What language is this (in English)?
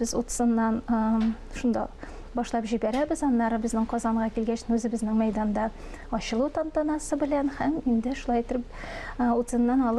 Tatar